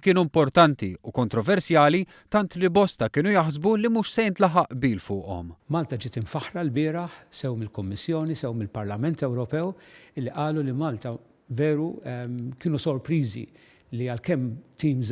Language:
Maltese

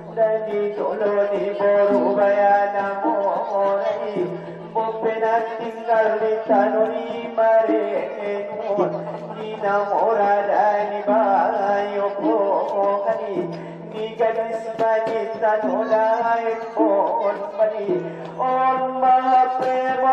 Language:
Batak Angkola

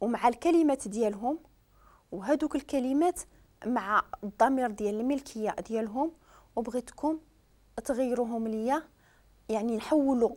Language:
Moroccan Arabic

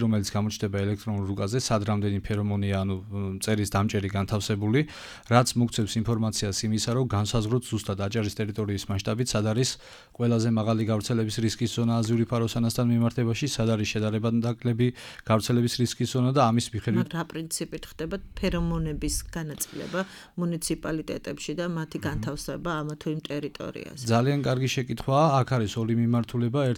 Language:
Georgian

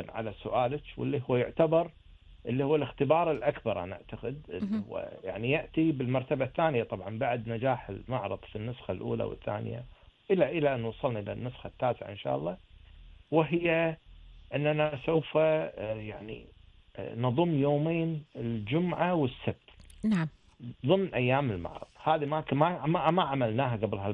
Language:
Gulf Arabic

